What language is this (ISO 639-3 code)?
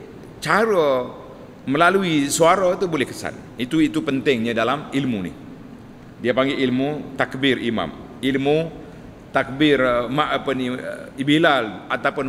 msa